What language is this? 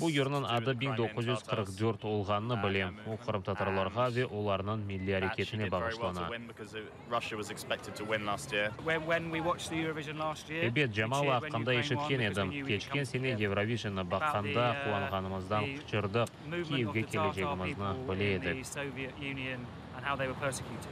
Crimean Tatar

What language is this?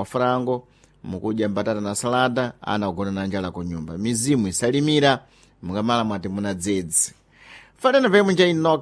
Sena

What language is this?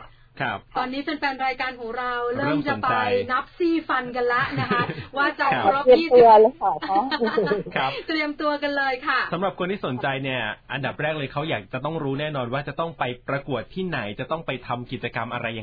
Thai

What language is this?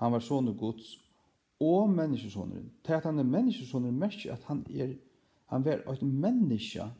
Faroese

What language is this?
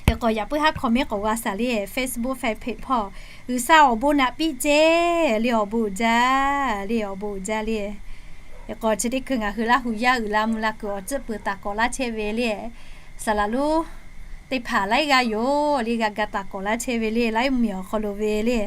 Lahu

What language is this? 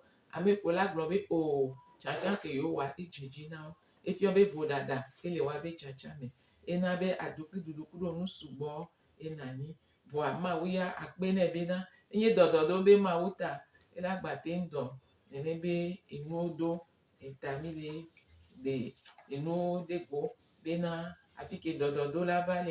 Gen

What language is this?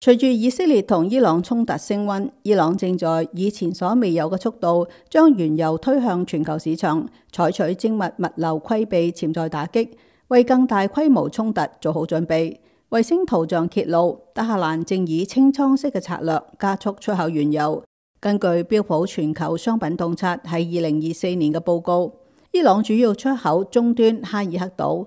Cantonese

